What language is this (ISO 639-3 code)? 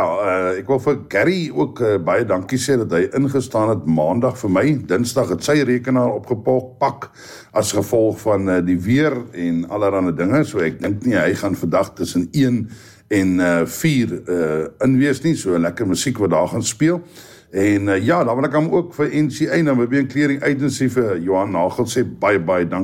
afr